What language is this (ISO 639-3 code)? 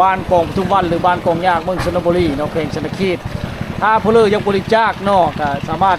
lao